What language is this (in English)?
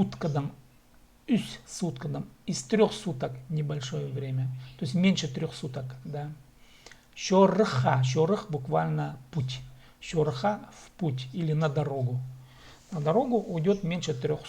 Khakas